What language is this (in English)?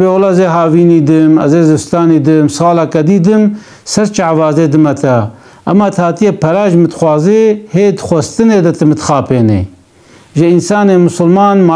Kurdish